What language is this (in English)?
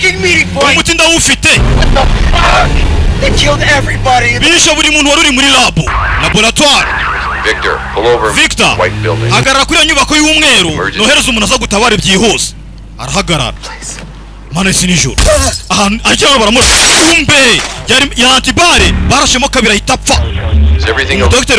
Kinyarwanda